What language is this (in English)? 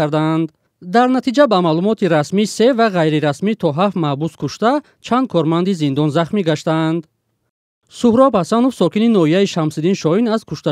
Tajik